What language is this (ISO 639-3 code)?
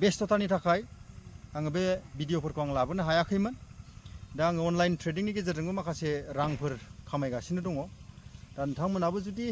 brx